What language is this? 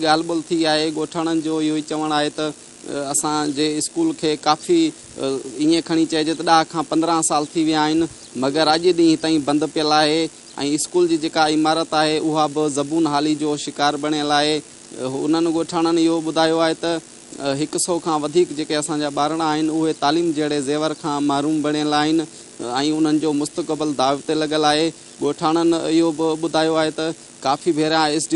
Sindhi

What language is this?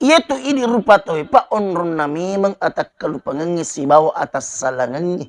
Buginese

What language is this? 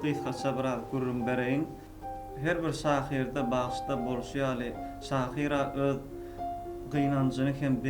Turkmen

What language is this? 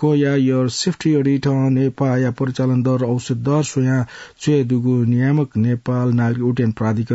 Newari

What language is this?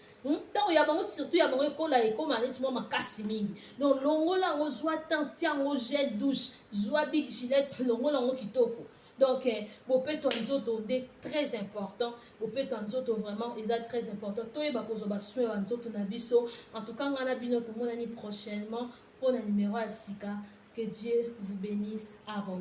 Lingala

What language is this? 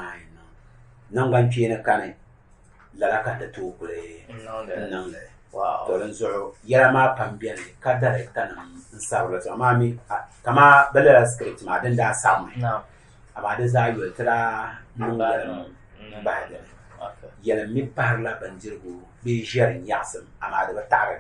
Dagbani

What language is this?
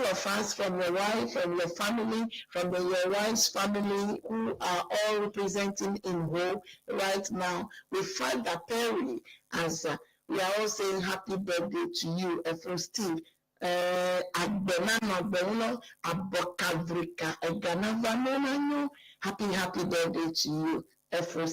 Ewe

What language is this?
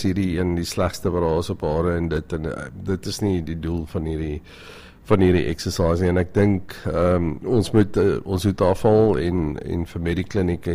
Afrikaans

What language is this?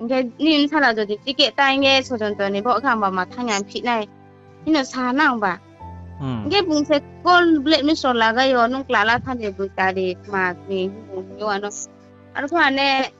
Riang (India)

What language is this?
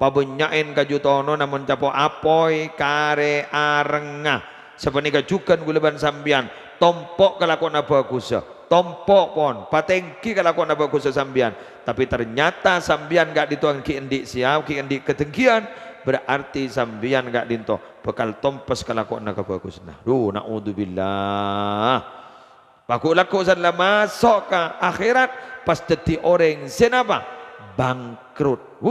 Madurese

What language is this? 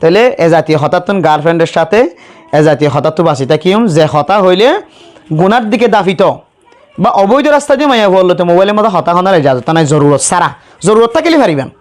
Rohingya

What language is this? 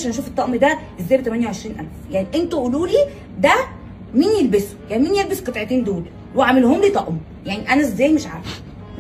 Egyptian Arabic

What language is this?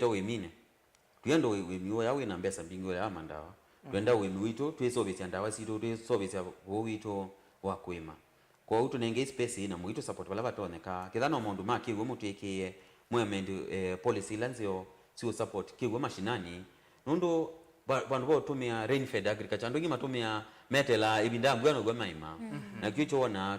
Kamba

